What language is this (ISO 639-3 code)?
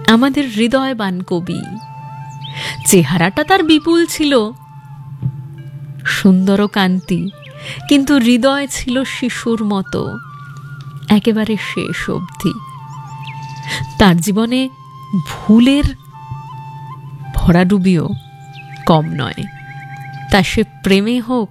ben